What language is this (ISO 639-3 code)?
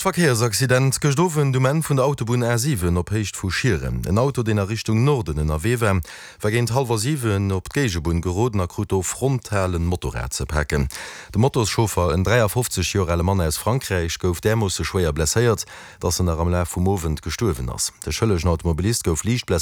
ltz